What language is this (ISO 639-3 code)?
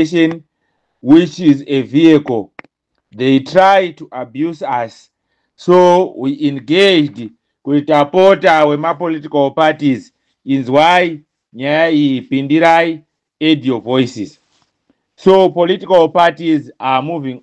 sna